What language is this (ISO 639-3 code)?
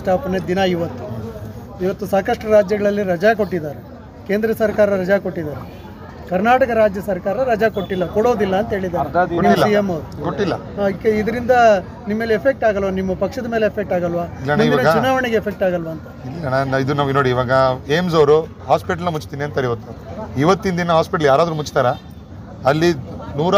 kan